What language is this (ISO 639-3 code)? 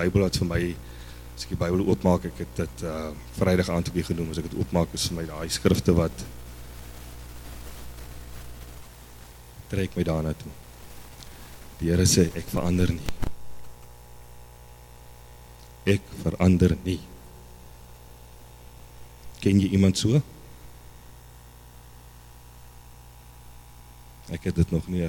afr